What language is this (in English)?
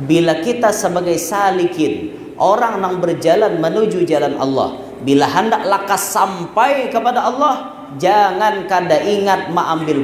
Banjar